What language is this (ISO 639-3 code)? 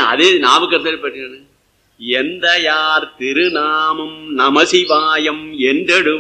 tam